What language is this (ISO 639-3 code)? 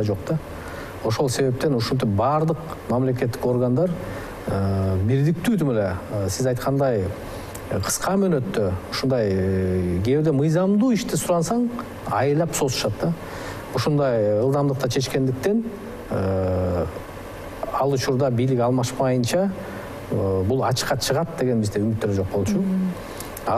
kir